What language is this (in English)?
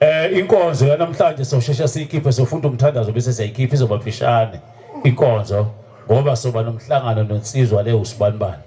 Zulu